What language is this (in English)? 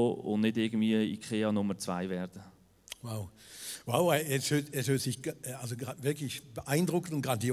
Swiss German